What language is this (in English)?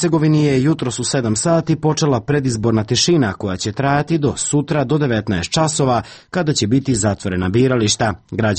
Serbian